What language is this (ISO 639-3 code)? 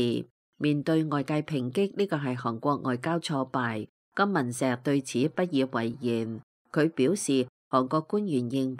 yue